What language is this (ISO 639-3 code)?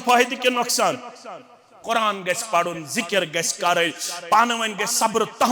kas